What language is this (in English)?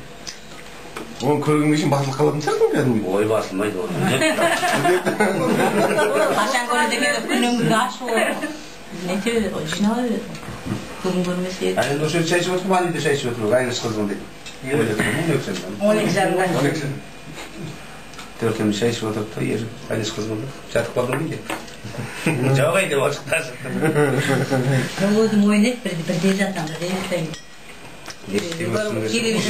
Kazakh